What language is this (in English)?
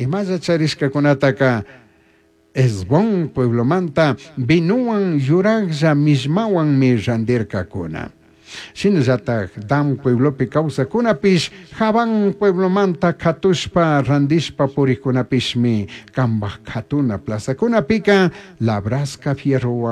Chimborazo Highland Quichua